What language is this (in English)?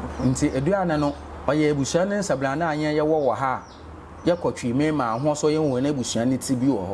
Akan